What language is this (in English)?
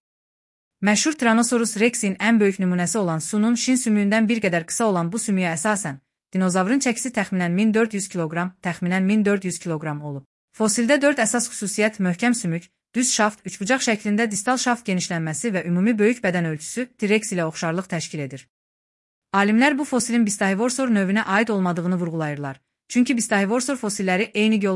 Azerbaijani